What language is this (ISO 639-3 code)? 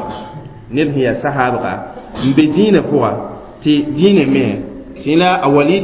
mos